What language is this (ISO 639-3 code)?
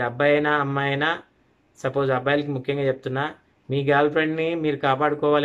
tel